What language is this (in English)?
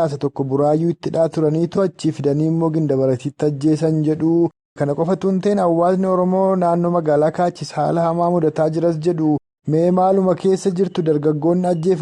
Oromo